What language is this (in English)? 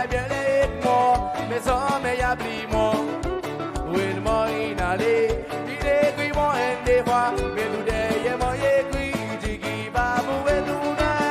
Seselwa Creole French